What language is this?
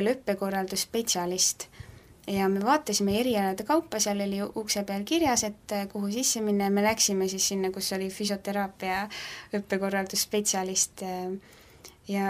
Estonian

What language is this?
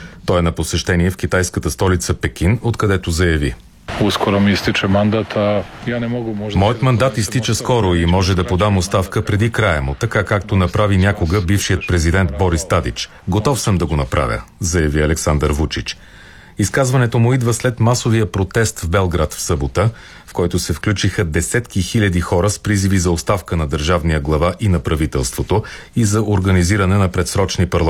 Bulgarian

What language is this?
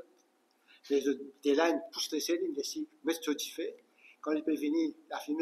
Morisyen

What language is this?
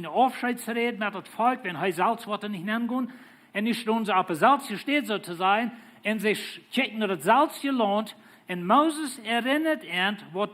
Plautdietsch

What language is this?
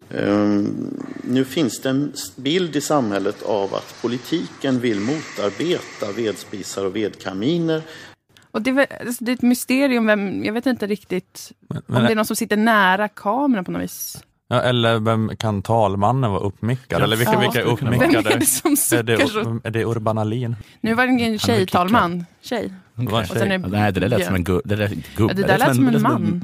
Swedish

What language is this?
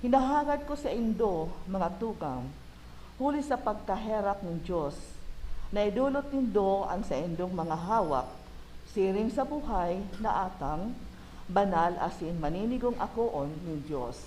Bikol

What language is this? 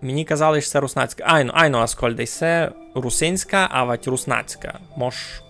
Rusyn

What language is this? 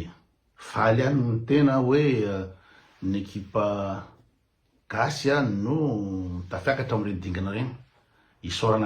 Malagasy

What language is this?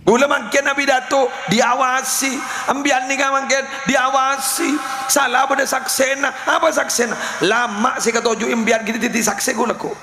Madurese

